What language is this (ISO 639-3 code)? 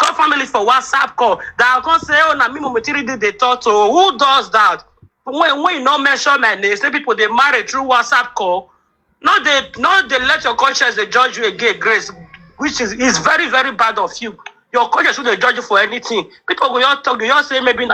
pcm